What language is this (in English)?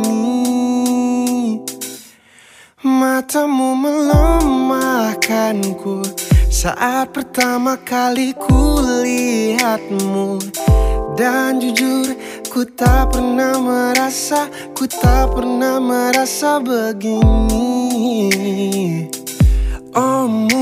Indonesian